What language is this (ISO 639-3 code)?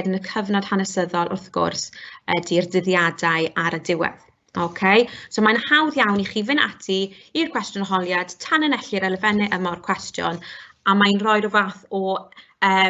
cym